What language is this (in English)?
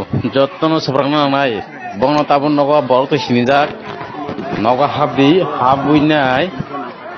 Kok Borok